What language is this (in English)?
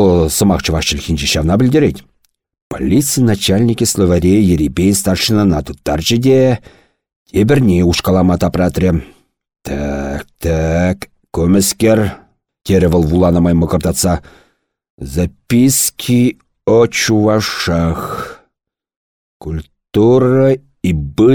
Chuvash